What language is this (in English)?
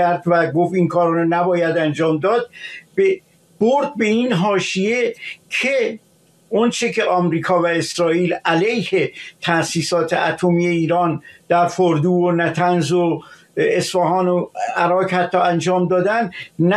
Persian